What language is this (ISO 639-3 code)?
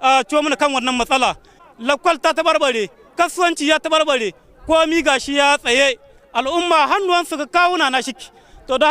hau